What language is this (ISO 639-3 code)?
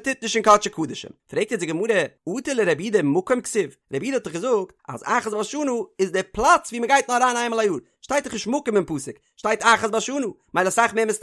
yid